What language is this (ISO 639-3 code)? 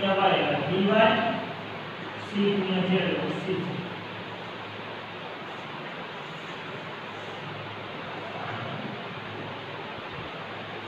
guj